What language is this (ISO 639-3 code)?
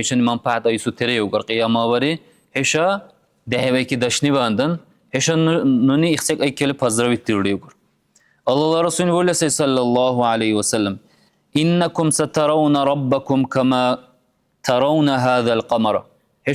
dar